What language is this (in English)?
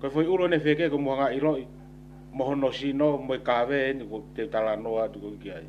Tongan